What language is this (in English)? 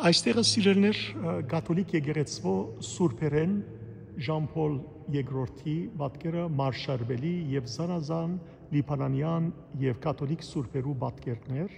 Western Armenian